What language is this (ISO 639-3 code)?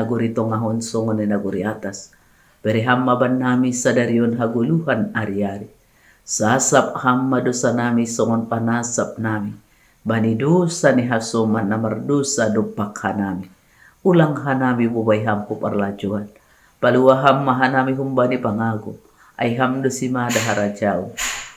bts